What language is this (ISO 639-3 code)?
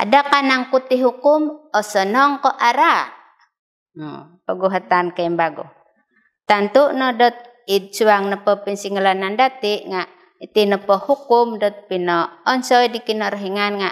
dtp